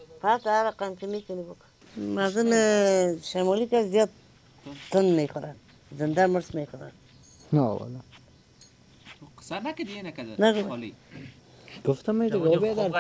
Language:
Persian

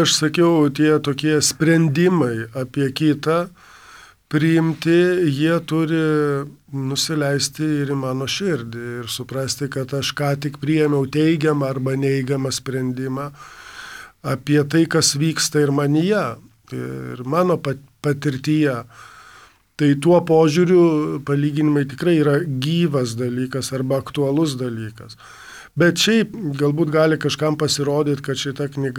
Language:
Lithuanian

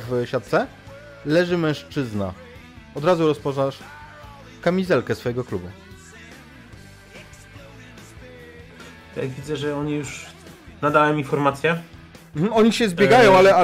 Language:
Polish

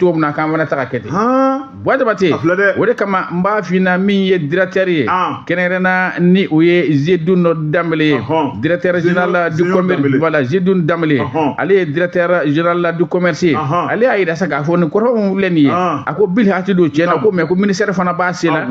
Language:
Bambara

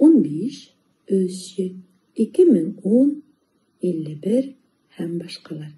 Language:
Bashkir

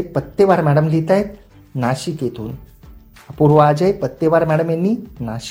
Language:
Marathi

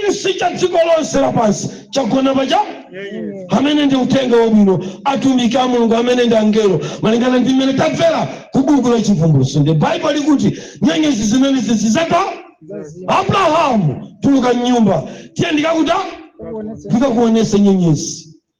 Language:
Nyanja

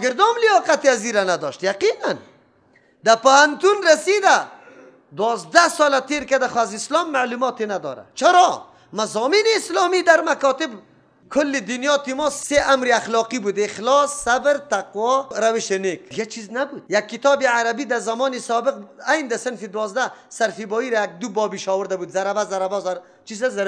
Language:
Persian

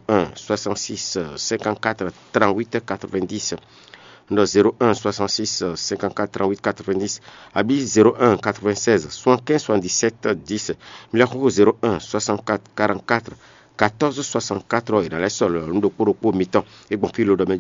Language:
Fon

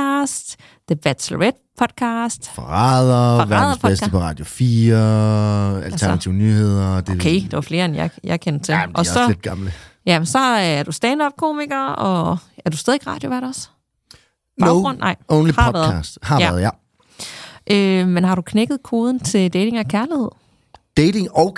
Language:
Danish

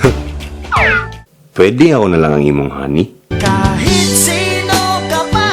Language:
Cebuano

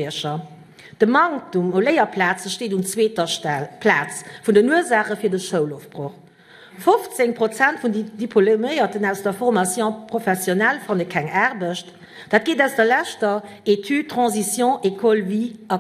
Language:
Luxembourgish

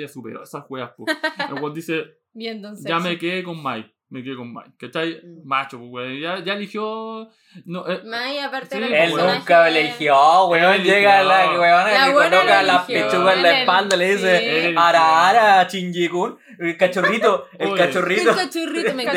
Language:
Spanish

